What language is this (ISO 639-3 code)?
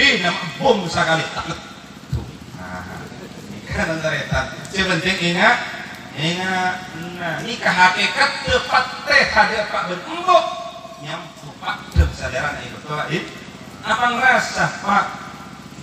mad